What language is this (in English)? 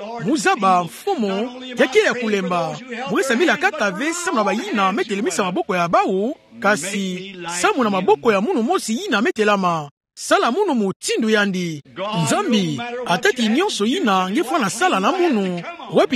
Kituba (Democratic Republic of Congo)